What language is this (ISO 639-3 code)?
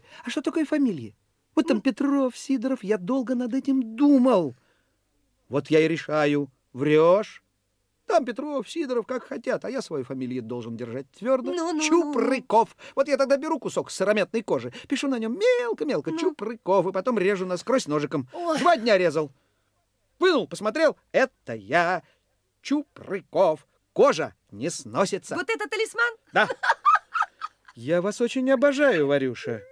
rus